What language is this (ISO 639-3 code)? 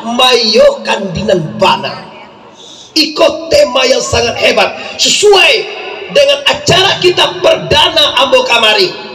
min